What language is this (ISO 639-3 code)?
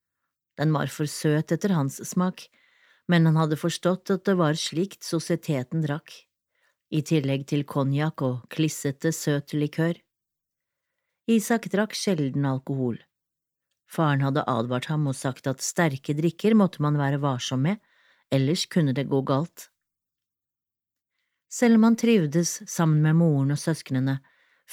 nor